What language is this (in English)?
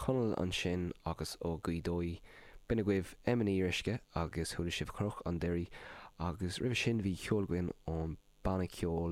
Irish